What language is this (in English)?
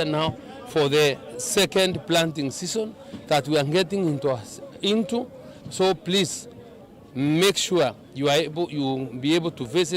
Kamba